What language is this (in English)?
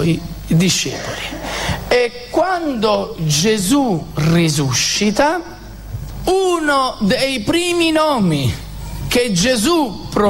Italian